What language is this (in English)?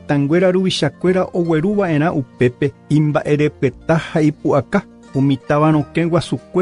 Guarani